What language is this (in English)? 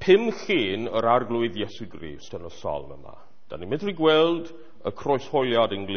Welsh